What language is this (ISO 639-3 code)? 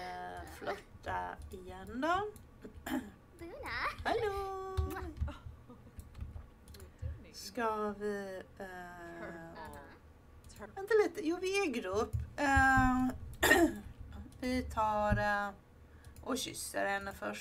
swe